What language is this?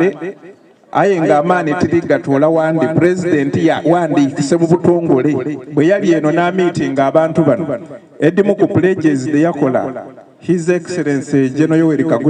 Soga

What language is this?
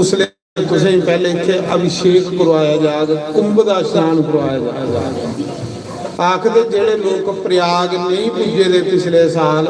Dogri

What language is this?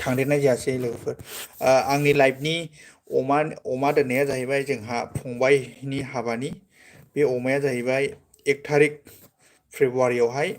Bodo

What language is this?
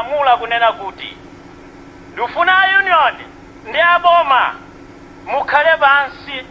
Nyanja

